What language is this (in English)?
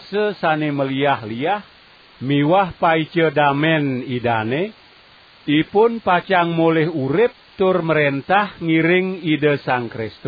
Balinese